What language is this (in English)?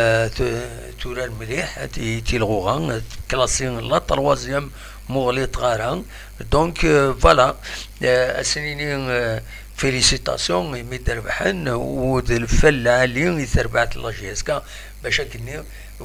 Kabyle